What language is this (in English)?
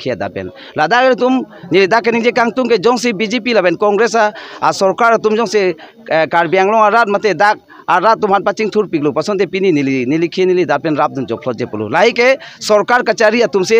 Karbi